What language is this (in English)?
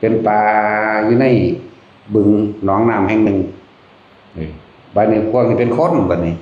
Northeastern Thai